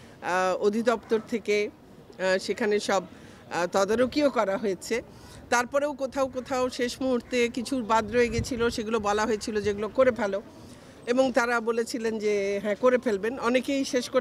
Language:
Bangla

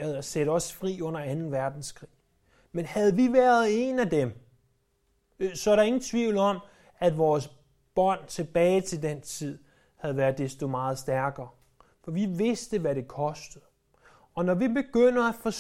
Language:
Danish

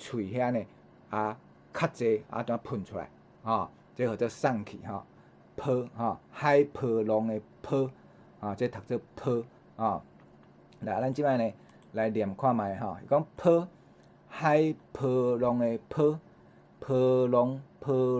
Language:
Min Nan Chinese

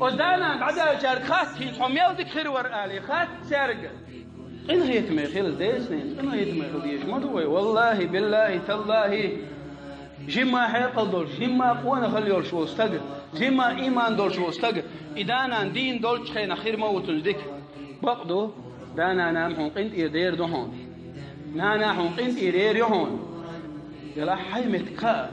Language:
Chechen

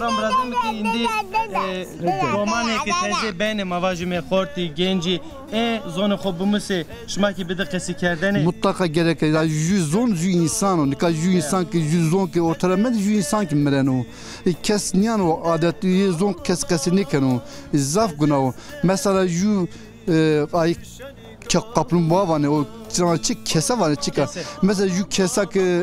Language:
Zaza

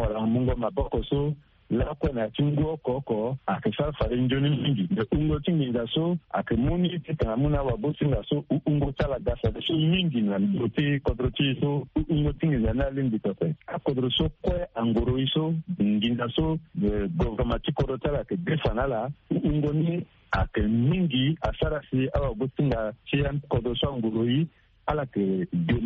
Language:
Sango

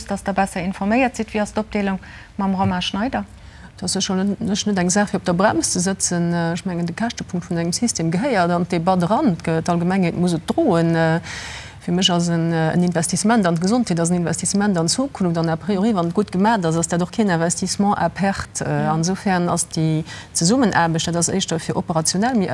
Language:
Luxembourgish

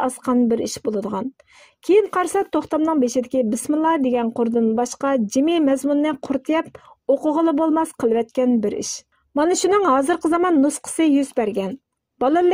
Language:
Uyghur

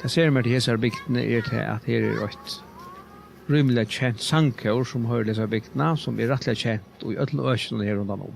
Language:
Faroese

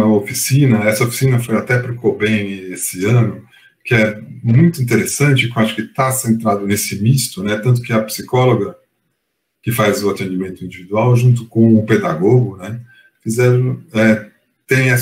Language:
Portuguese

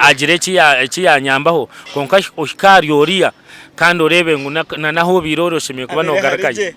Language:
Nyankole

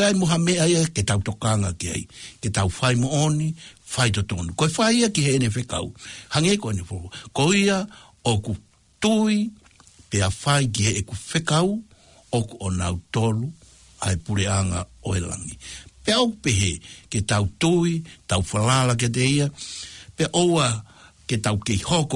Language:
Tongan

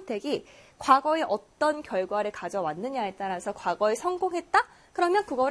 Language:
Korean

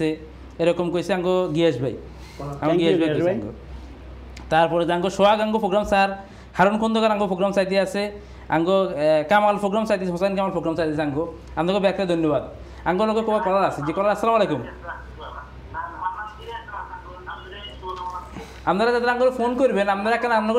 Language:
Bangla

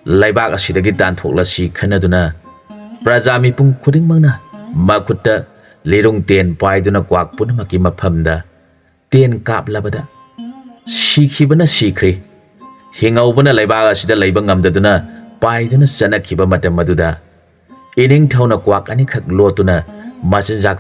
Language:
Manipuri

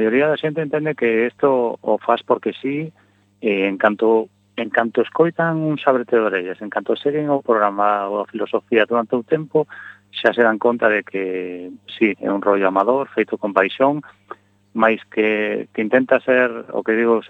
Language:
Galician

